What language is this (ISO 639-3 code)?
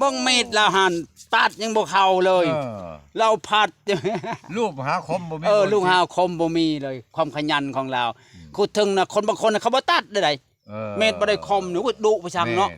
lao